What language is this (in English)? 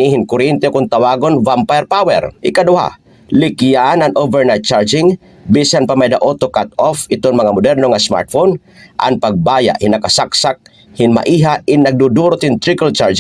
Waray